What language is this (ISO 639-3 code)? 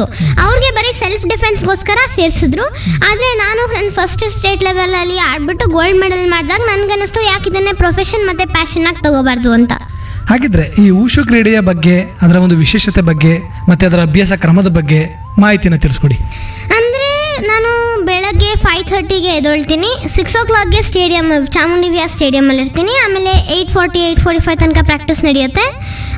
kan